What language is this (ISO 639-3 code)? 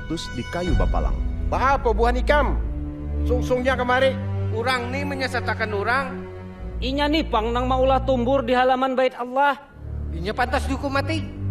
bjn